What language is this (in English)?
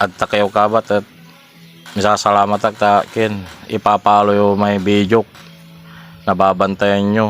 Pangasinan